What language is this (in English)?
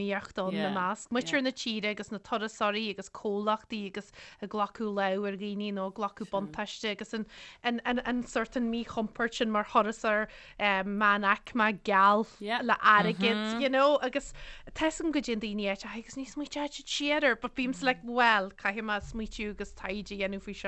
Irish